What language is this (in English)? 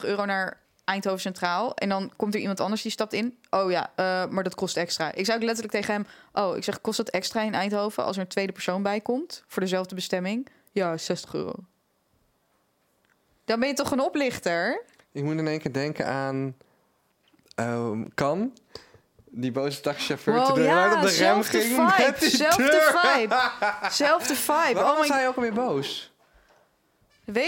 Dutch